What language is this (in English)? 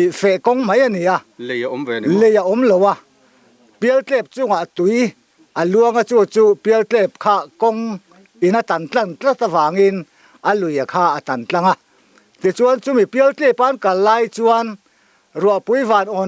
Mizo